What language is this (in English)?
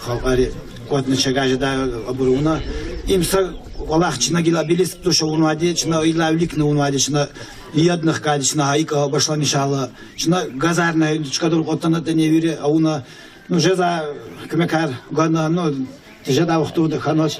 Lezghian